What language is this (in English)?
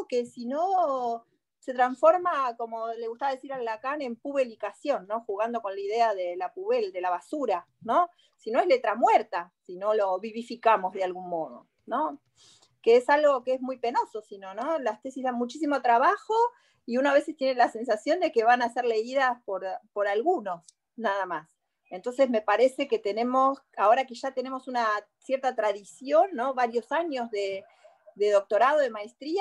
Spanish